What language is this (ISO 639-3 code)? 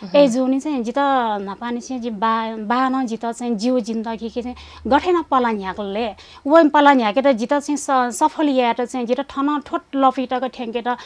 new